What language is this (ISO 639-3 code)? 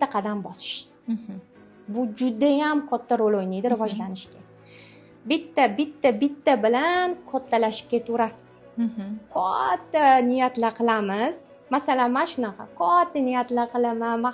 uzb